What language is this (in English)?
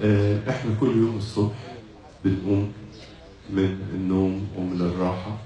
Egyptian Arabic